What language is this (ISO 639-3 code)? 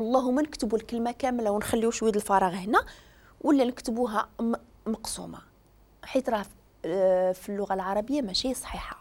ary